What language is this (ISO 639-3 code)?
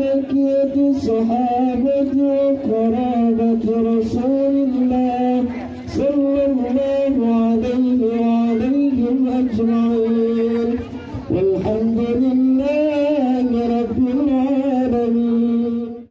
bew